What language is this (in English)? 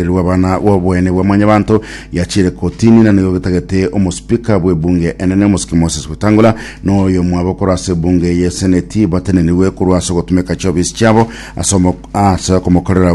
Gusii